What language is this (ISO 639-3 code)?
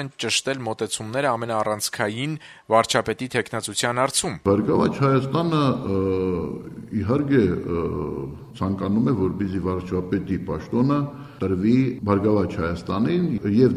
hye